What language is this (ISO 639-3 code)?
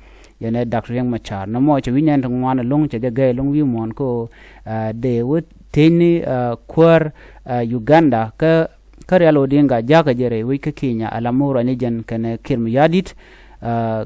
nus